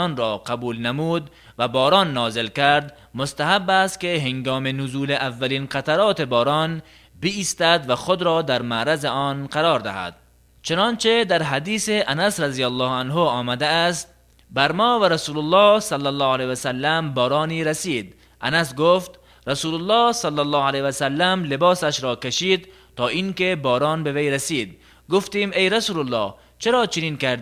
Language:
Tajik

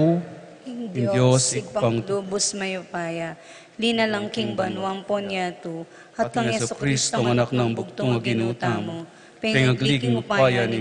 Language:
Pampanga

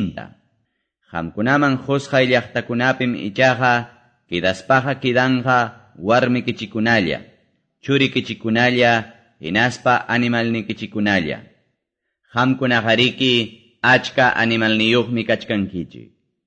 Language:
Quechua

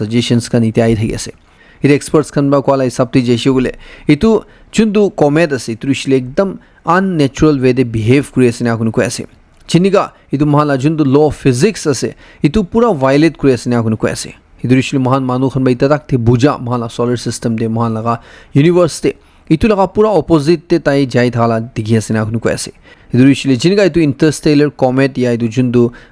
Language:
Naga Pidgin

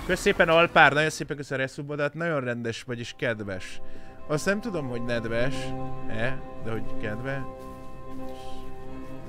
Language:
Hungarian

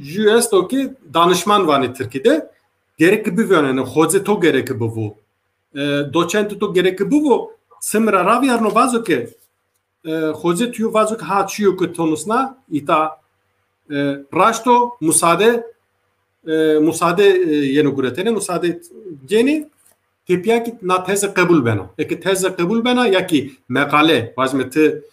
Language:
Zaza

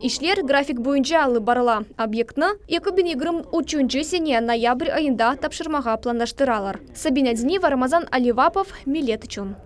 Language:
Crimean Tatar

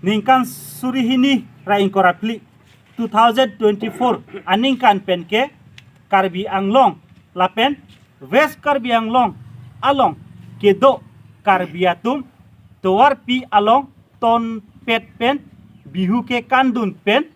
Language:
Karbi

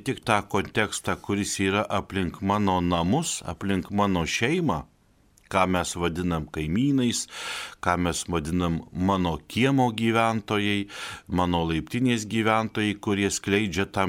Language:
Lithuanian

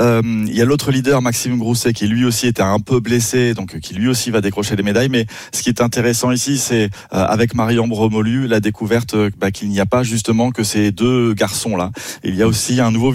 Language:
French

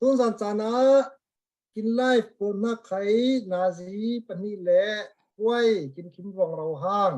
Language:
Falam Chin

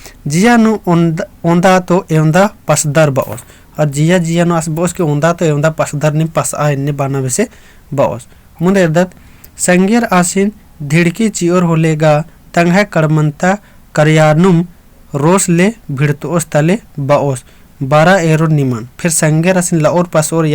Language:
Kurukh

